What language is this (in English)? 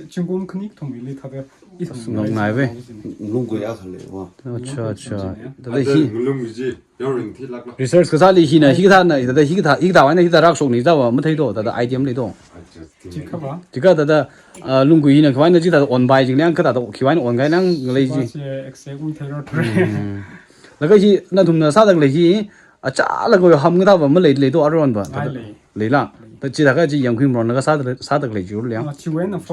Tangkhul Naga (India)